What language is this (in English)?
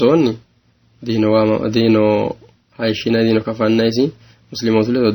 Sidamo